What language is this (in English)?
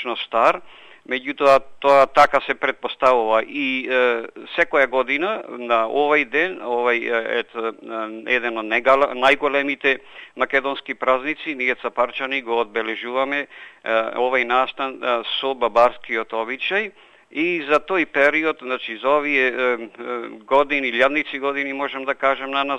Macedonian